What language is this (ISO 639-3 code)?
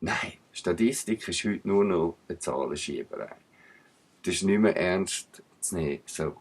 gsw